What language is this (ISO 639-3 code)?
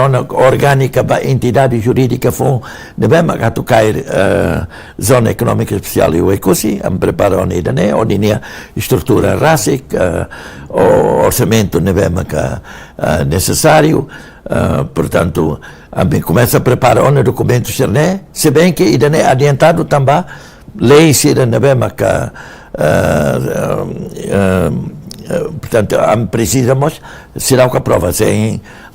tet